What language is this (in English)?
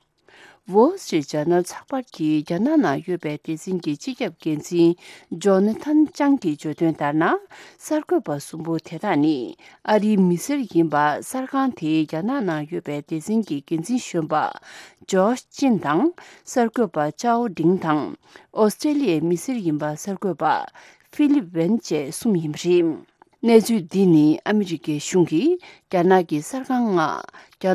Tibetan